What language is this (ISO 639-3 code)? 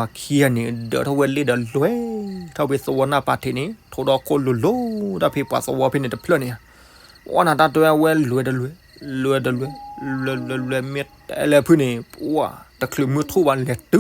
ksw